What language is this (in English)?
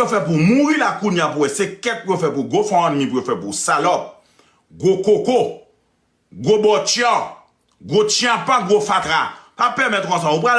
Haitian Creole